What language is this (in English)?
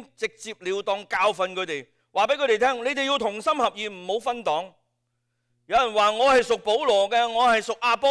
Cantonese